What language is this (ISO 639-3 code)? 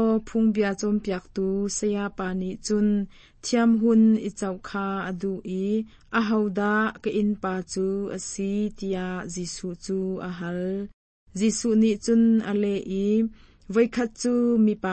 cnh